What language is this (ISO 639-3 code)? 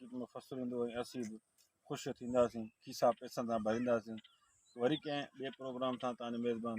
snd